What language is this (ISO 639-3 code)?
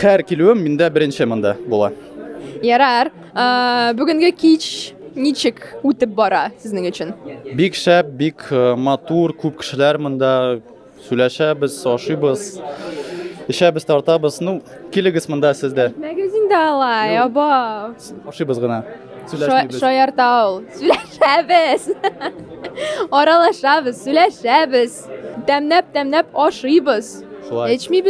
tat